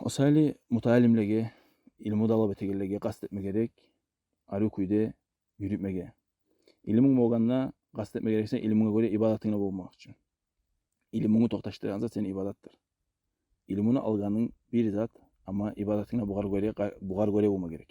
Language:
Kumyk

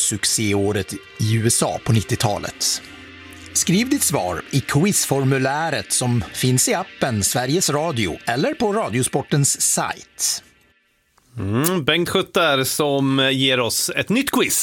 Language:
Swedish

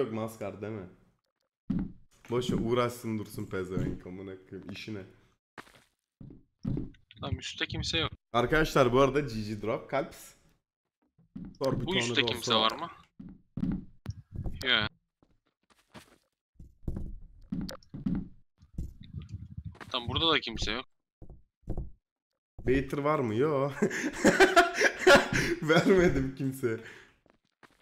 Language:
Turkish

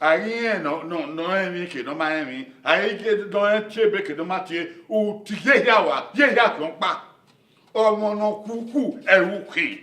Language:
Bini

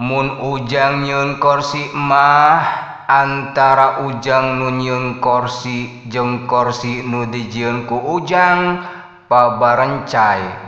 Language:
Sundanese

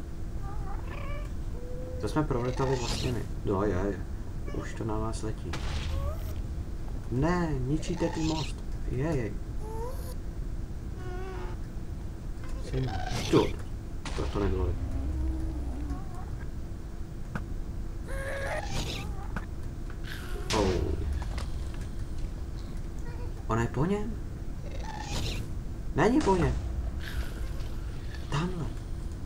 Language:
Czech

